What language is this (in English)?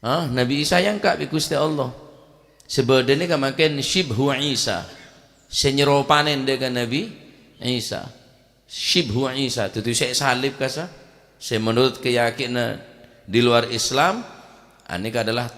Madurese